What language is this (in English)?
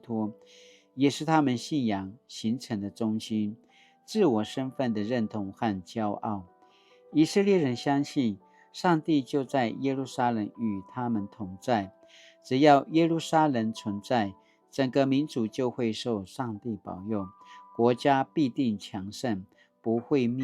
Paiwan